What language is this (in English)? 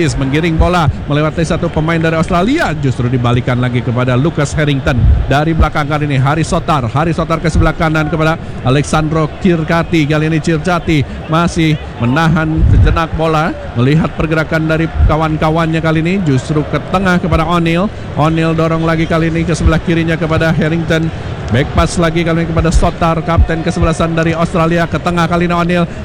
Indonesian